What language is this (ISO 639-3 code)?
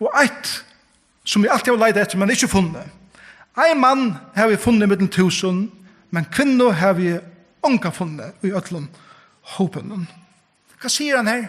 fao